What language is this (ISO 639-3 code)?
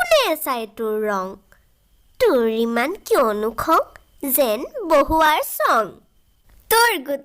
asm